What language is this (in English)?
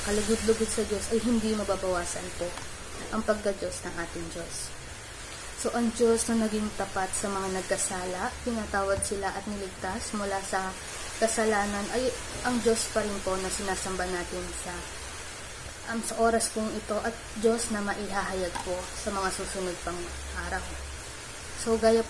Filipino